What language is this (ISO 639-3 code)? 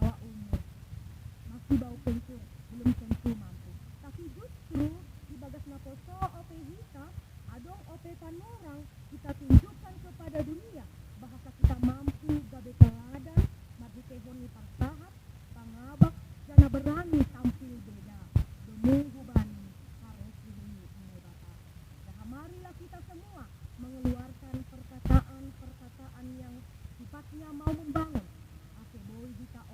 bts